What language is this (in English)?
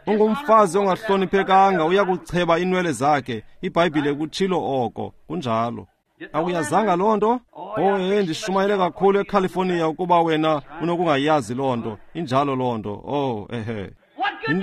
Xhosa